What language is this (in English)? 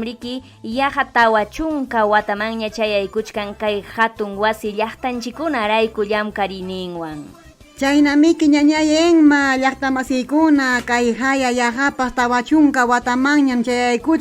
Ayacucho Quechua